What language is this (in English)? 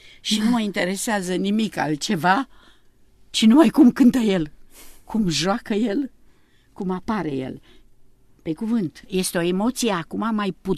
Romanian